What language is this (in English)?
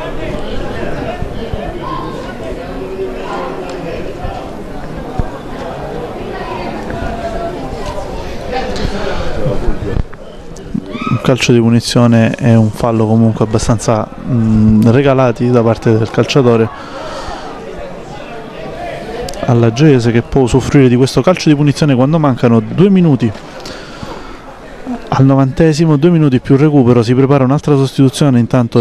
Italian